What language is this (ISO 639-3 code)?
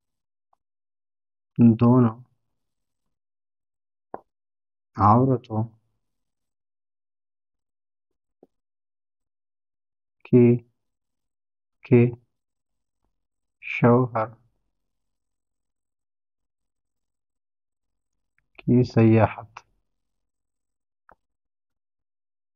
urd